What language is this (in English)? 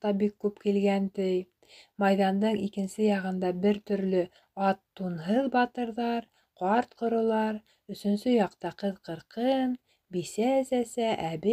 Bashkir